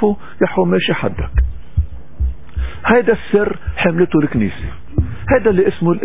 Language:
North Levantine Arabic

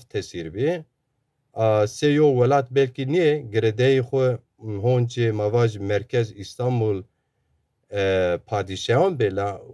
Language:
Zaza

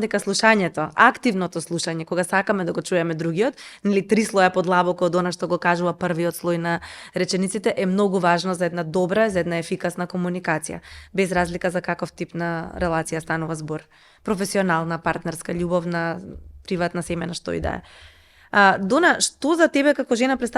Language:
Macedonian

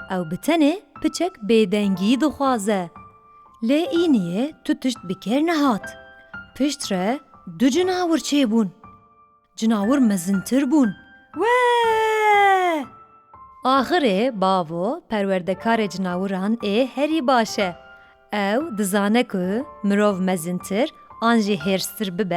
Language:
Kurdish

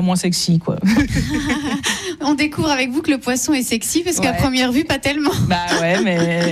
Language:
French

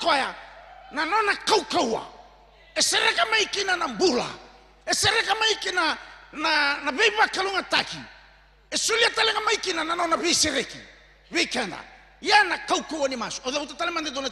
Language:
Fijian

